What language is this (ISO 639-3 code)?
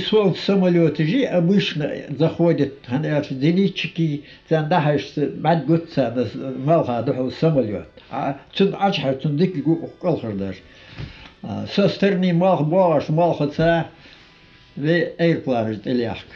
inh